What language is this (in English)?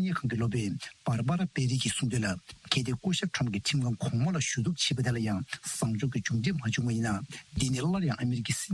Tibetan